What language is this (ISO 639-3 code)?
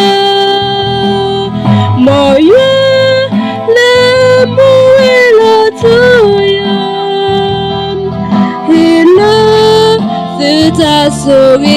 ksw